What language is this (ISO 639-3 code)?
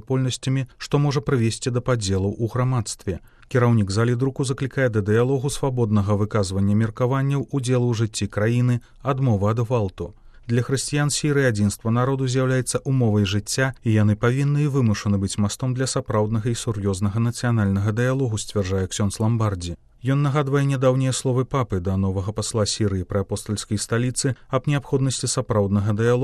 bel